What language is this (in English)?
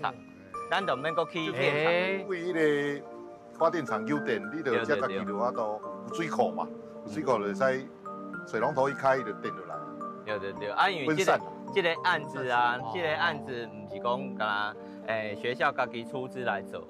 Min Nan Chinese